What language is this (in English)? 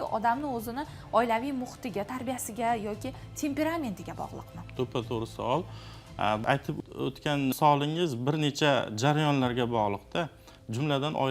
Uzbek